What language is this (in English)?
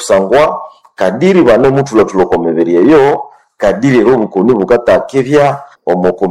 Nande